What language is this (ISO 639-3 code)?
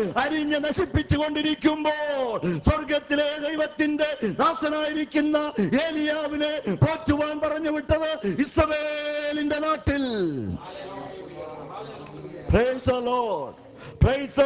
mal